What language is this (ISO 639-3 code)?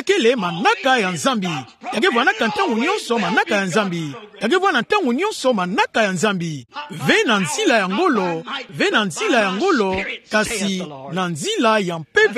ktu